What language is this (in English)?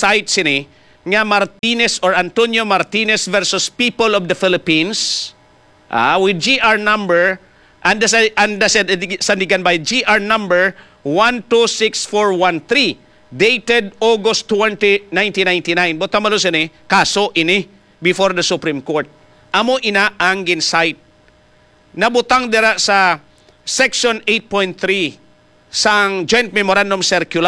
Hiligaynon